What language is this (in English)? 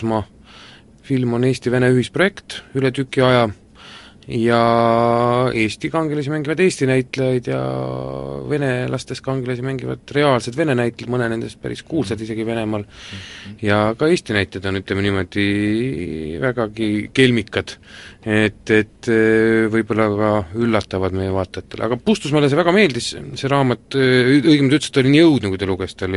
Estonian